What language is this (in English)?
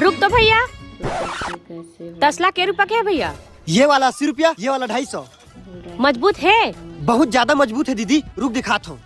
Chhattisgarhi